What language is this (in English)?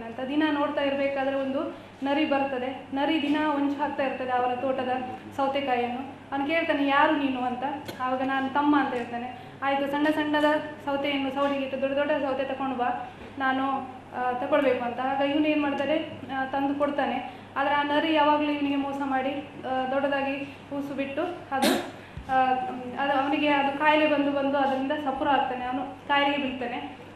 Kannada